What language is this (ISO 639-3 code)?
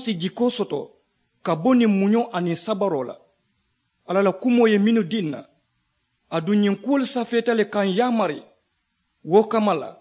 man